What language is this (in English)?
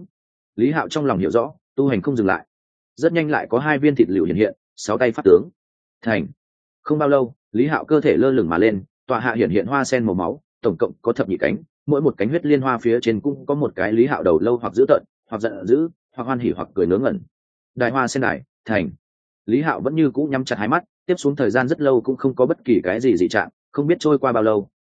Vietnamese